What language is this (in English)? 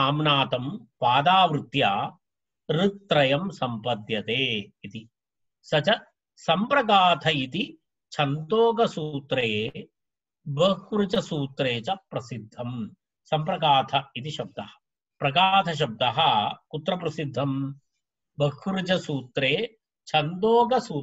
Sanskrit